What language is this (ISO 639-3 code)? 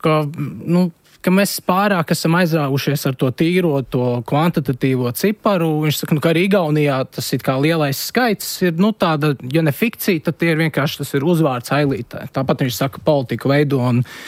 lav